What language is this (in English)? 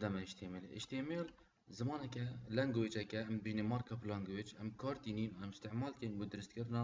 Kurdish